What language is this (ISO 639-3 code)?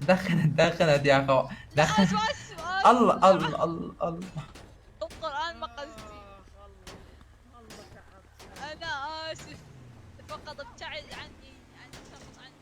acm